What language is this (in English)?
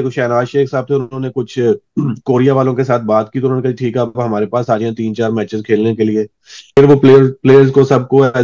Hindi